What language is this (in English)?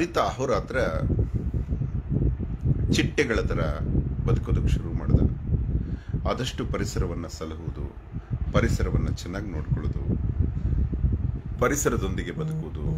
Kannada